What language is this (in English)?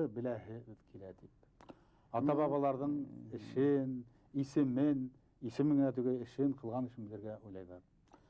Bashkir